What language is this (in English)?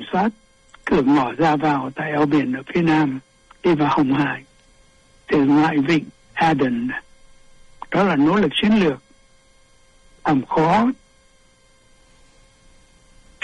Vietnamese